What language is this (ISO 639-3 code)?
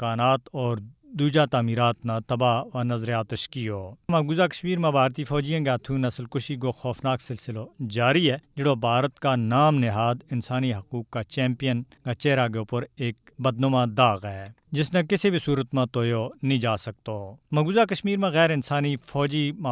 gju